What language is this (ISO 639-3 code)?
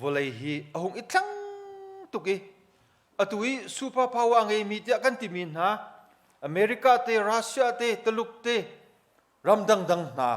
cnh